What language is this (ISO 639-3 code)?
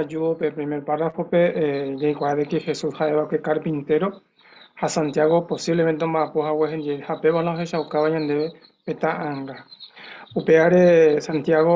grn